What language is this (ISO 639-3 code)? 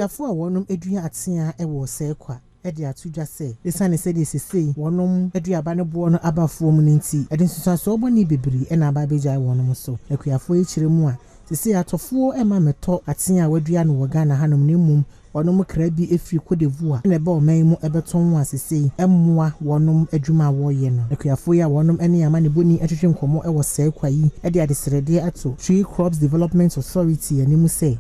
aka